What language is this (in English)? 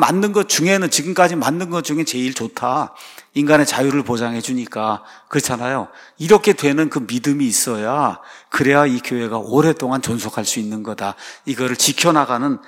Korean